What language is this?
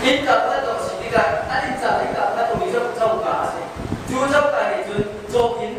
Hakha Chin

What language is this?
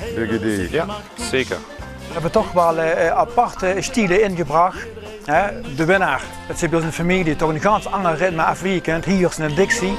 Limburgish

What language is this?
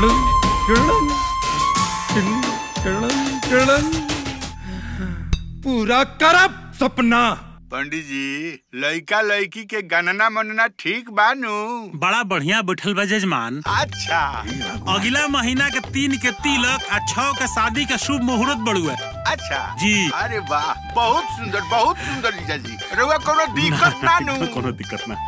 Bhojpuri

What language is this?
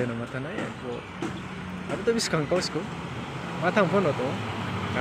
Riang (India)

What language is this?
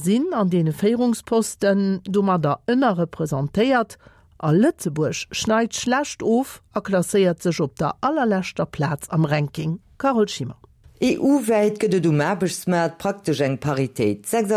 Luxembourgish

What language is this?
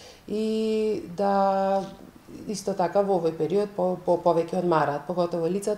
Macedonian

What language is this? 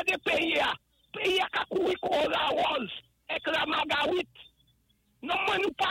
Saint Lucian Creole French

